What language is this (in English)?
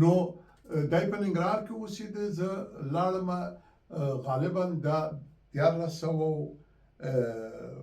Pashto